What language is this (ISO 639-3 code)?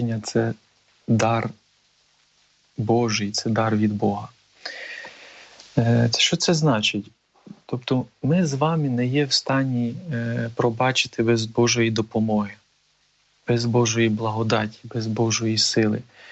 ukr